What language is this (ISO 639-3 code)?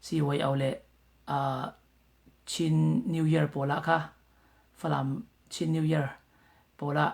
cfm